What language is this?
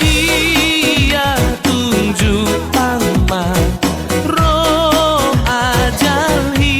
Batak Toba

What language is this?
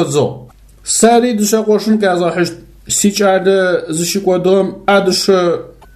Adyghe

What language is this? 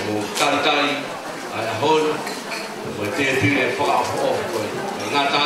Tongan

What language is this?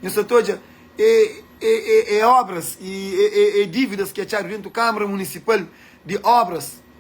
Kabuverdianu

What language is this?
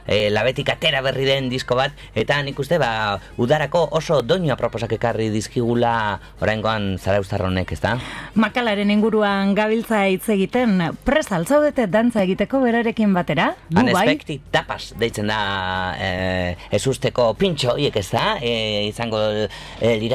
Basque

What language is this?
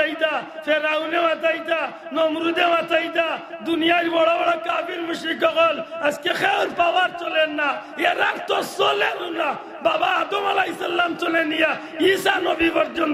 Sylheti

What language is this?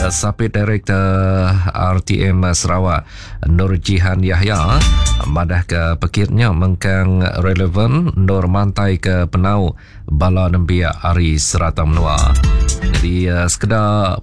Iban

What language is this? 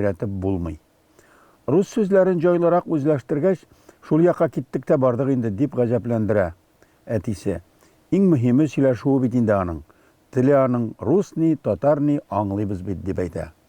Tatar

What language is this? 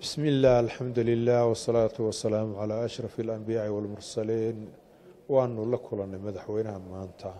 Somali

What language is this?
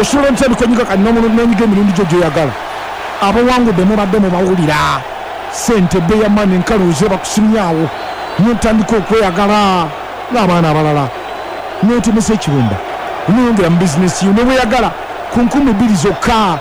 Ganda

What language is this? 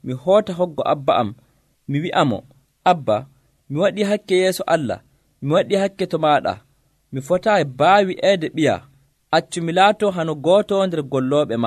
Nigerian Fulfulde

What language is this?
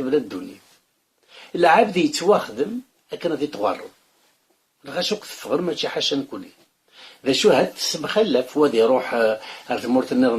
Kabyle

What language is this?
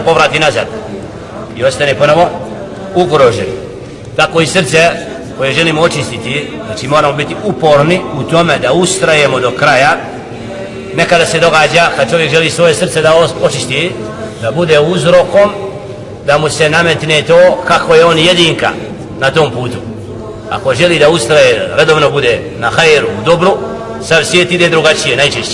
Bosnian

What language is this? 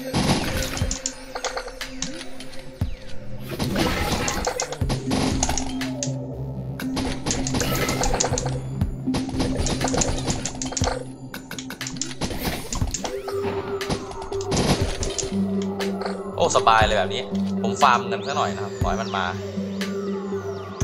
Thai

